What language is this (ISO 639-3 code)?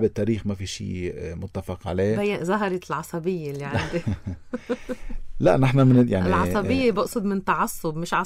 apc